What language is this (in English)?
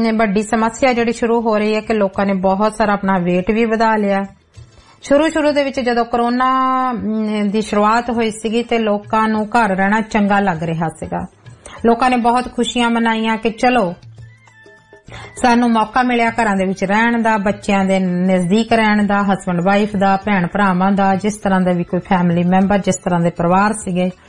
Punjabi